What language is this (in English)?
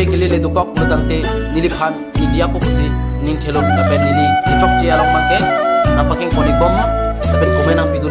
Karbi